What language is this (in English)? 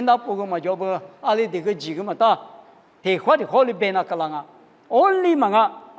Lisu